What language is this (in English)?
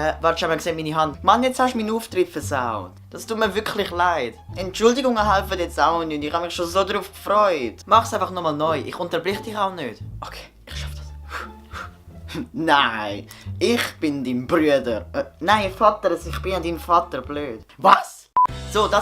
Swiss German